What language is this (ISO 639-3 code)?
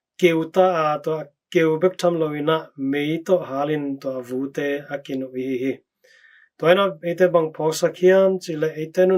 ctd